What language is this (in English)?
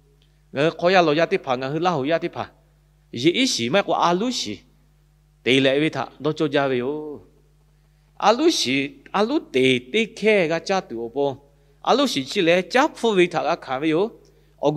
Lahu